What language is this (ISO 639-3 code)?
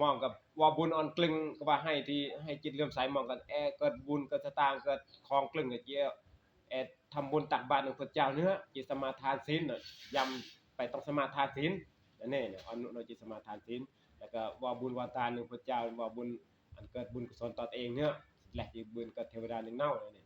tts